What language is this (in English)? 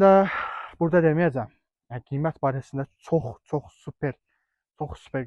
Azerbaijani